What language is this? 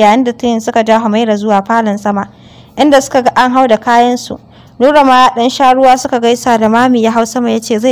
Hausa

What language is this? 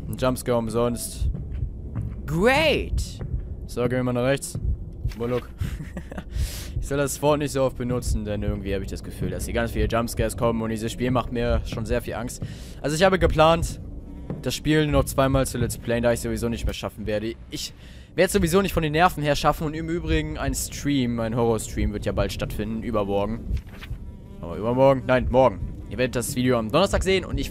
German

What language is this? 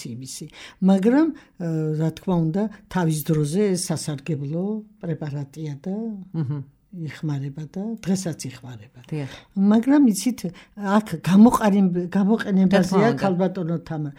Georgian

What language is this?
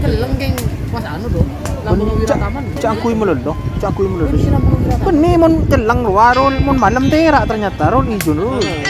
Madurese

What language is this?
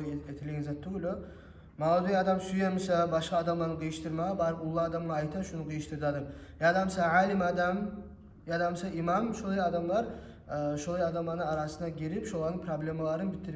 Kumyk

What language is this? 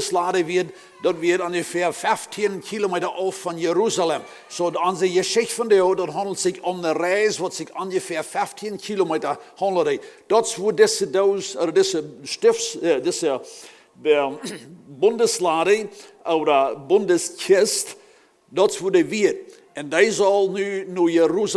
Plautdietsch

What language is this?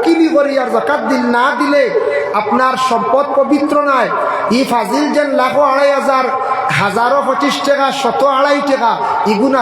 Sylheti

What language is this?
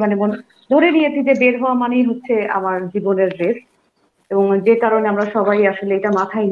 Bangla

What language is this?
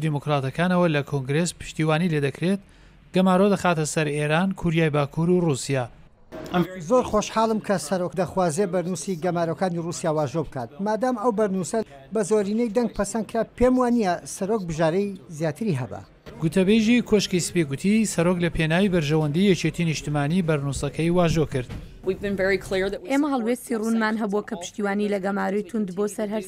Central Kurdish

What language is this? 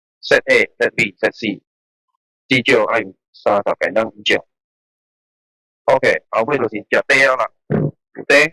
Min Nan Chinese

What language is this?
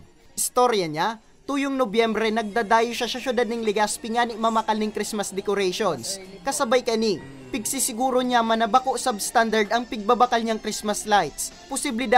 Bikol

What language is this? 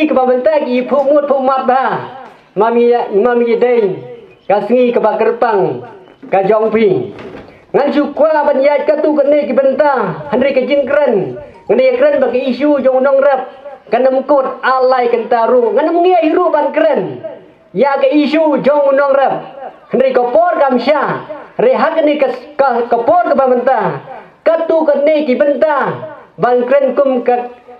Khasi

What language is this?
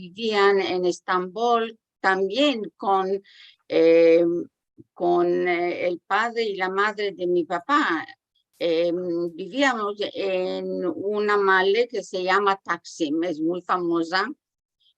Ladino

